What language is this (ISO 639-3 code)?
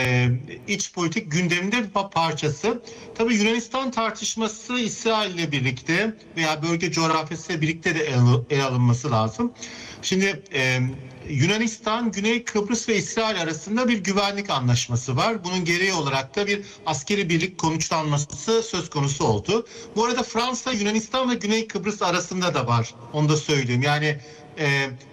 tur